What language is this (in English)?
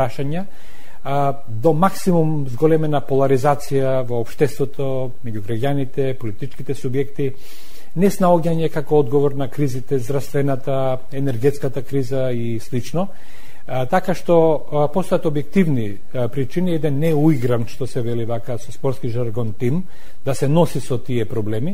Macedonian